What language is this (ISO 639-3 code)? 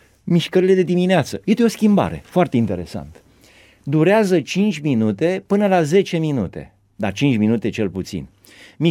ron